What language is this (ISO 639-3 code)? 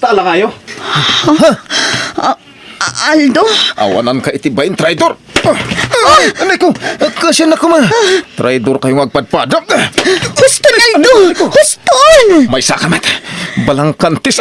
ilo